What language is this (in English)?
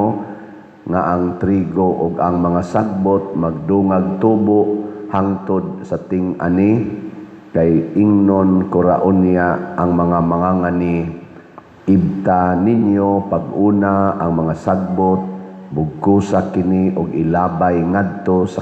Cebuano